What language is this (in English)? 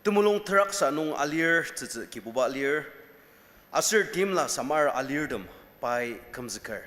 Ao Naga